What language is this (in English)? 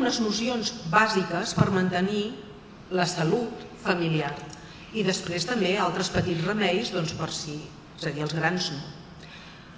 Catalan